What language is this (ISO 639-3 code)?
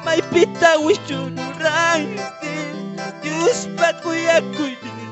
que